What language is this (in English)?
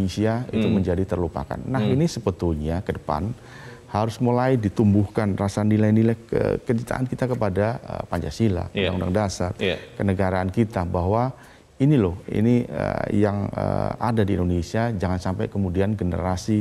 Indonesian